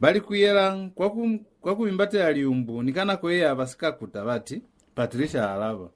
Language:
Lozi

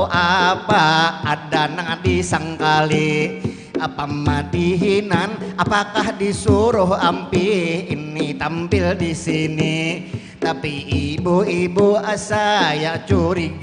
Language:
Banjar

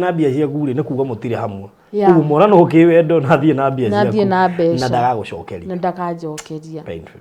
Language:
Kikuyu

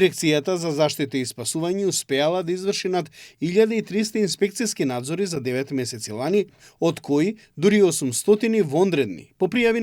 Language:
Macedonian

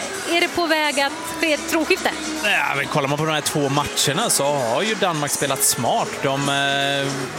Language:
Swedish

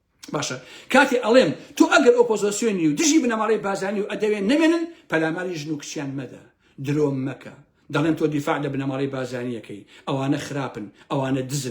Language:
Central Kurdish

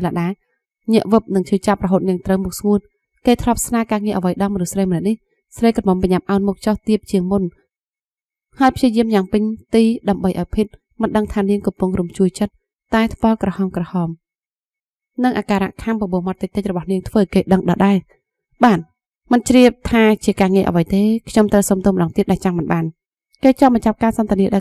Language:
Khmer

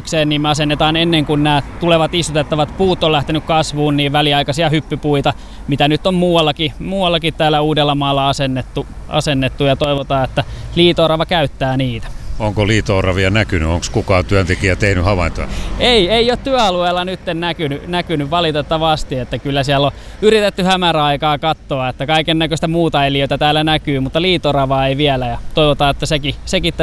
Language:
Finnish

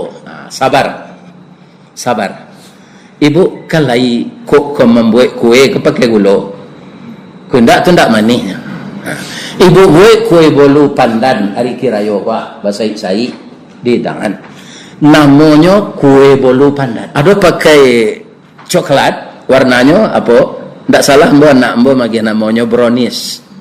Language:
Minangkabau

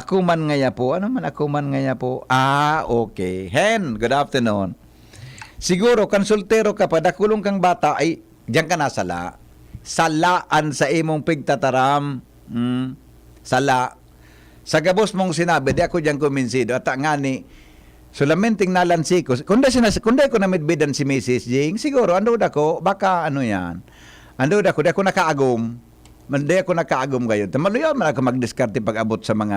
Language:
Bikol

